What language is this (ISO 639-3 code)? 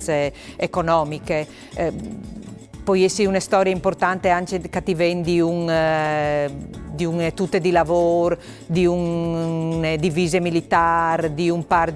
fur